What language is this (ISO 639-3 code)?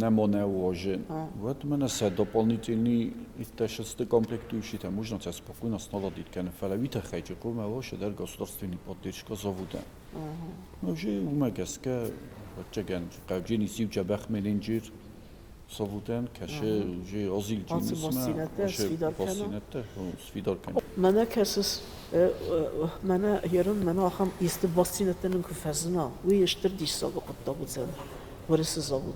oss